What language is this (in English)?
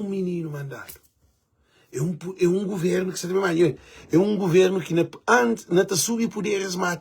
Kabuverdianu